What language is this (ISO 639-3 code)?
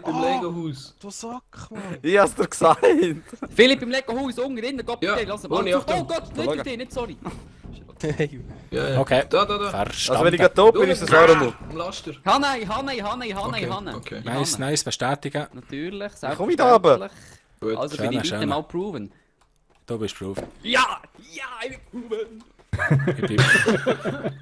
gsw